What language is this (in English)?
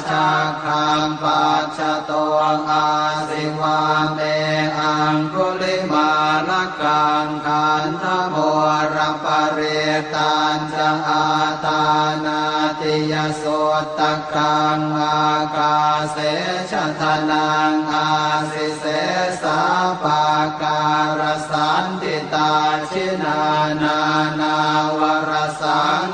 Pali